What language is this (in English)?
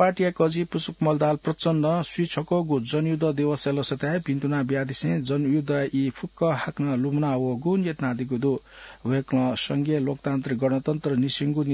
Newari